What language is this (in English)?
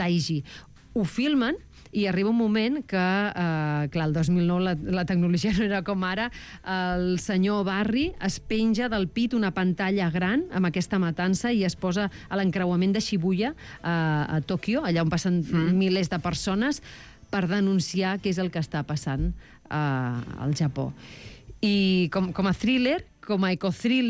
Catalan